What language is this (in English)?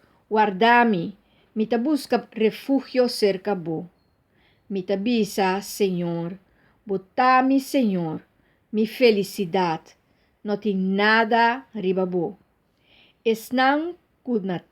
Papiamento